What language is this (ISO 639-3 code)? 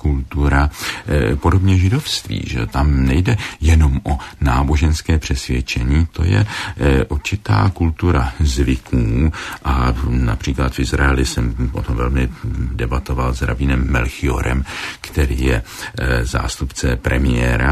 ces